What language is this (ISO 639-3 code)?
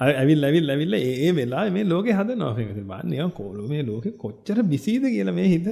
sin